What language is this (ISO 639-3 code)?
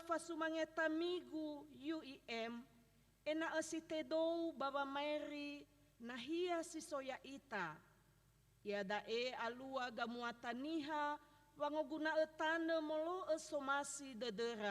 nia